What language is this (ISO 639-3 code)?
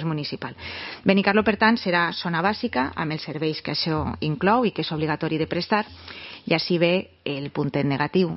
cat